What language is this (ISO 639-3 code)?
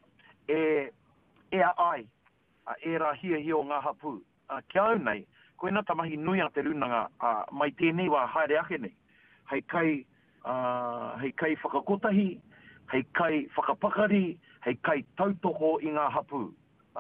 mri